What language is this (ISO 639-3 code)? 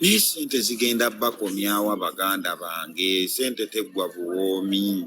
lug